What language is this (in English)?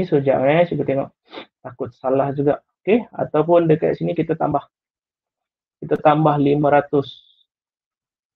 Malay